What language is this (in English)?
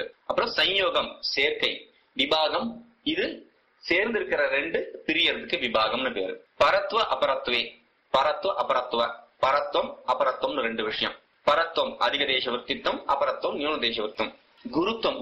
Tamil